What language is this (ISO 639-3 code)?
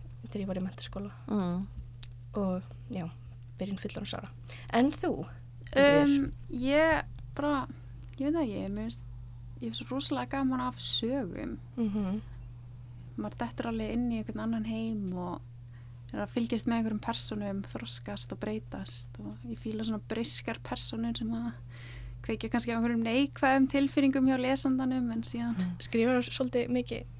isl